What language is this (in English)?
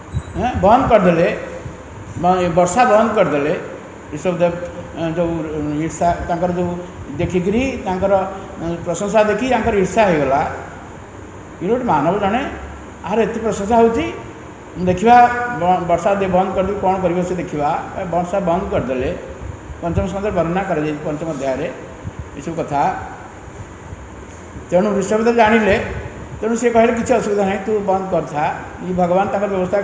Odia